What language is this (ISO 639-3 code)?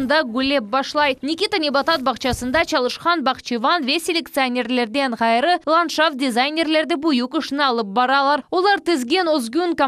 crh